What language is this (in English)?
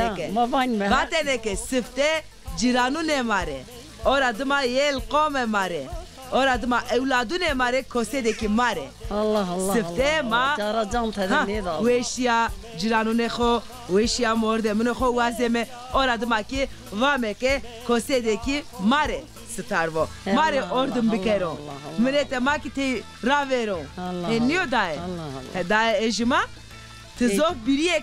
Zaza